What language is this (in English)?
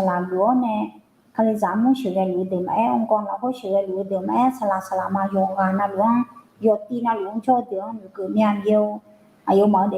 Akha